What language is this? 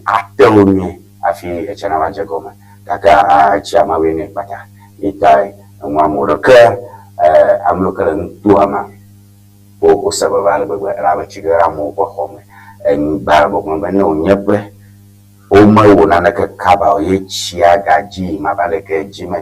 Ewe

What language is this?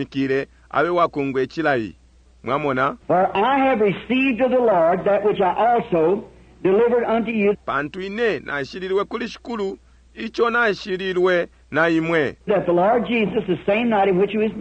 Bemba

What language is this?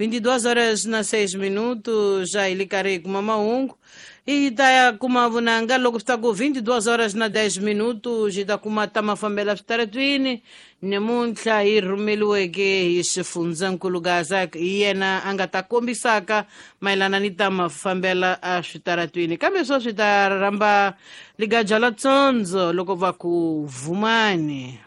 Tsonga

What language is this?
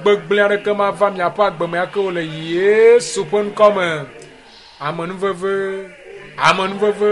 Ewe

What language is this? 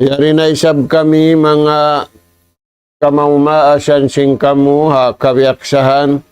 Tausug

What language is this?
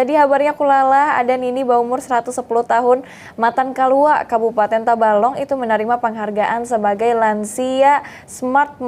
Banjar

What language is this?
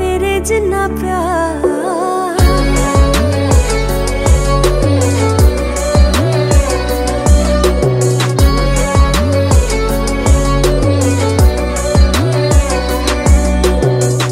Punjabi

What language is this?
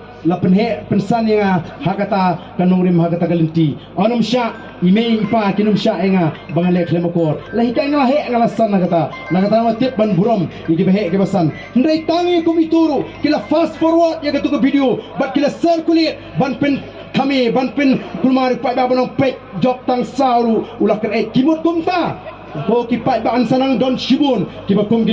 Khasi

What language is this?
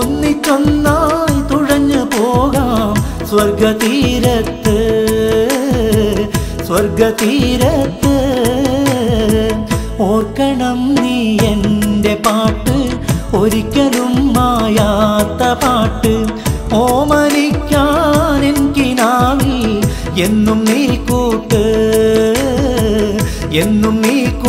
Malayalam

